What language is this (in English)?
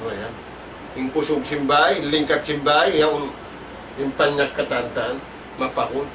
Tausug